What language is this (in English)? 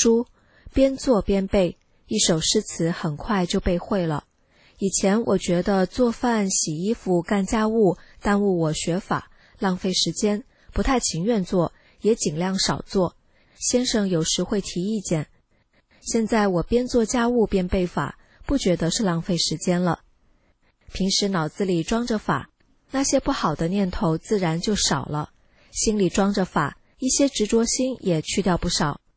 Chinese